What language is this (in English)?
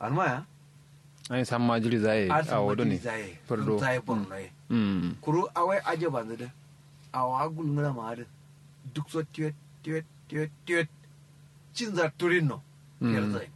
Kanuri